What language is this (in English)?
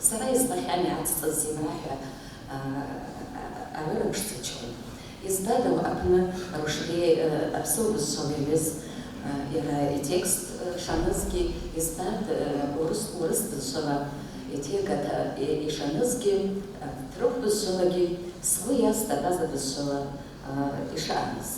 Abkhazian